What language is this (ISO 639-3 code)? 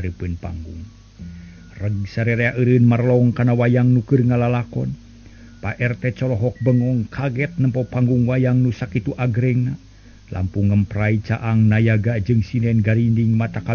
sun